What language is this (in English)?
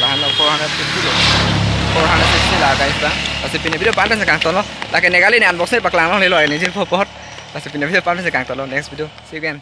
Karbi